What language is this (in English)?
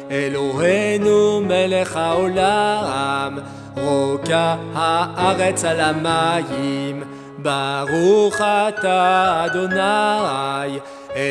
Hebrew